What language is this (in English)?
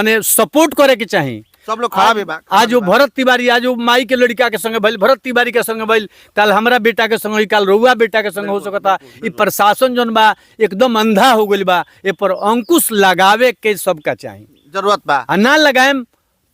Bhojpuri